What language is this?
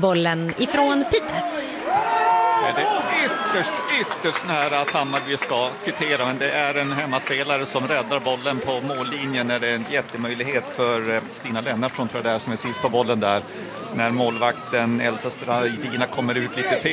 Swedish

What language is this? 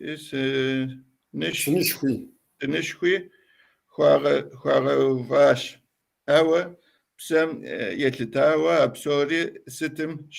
Kabardian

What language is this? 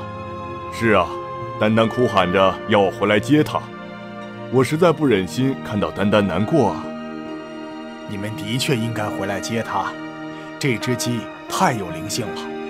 Chinese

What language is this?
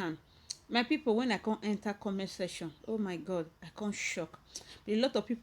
Nigerian Pidgin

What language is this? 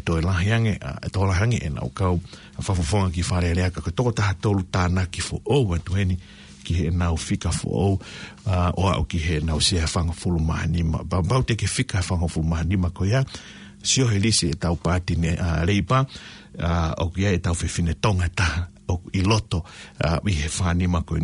Tongan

